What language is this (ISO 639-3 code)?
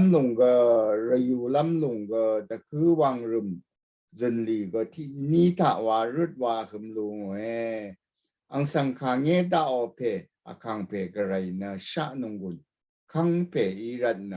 raw